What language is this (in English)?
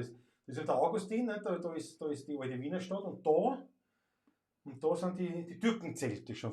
Bavarian